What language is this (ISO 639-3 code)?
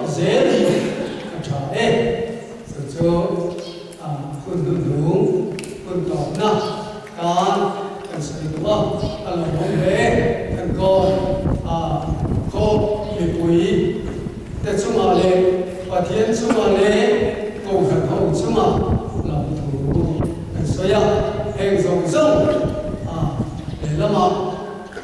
lus